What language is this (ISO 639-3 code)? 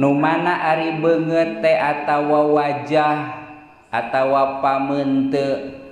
sun